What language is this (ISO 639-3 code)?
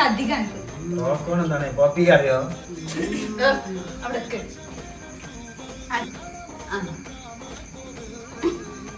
mal